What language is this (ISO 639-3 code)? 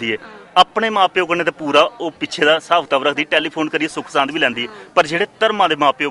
doi